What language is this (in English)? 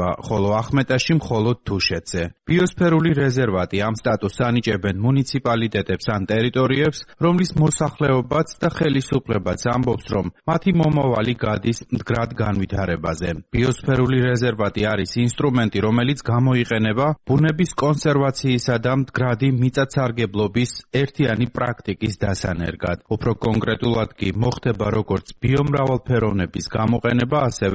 Georgian